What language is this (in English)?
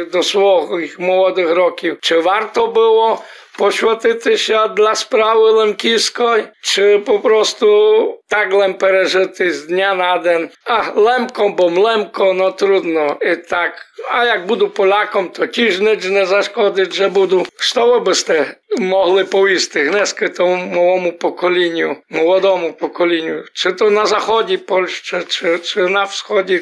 Rusyn